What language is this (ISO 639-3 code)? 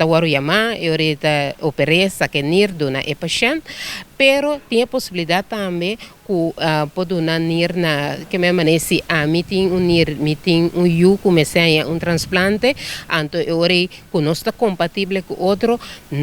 pap